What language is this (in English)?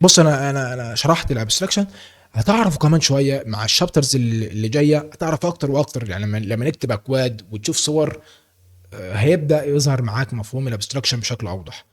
Egyptian Arabic